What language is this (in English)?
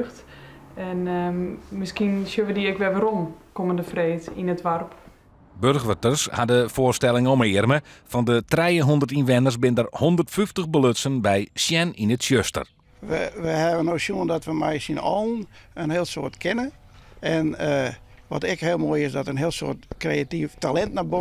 Western Frisian